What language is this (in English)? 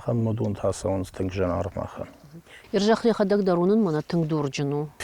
Ossetic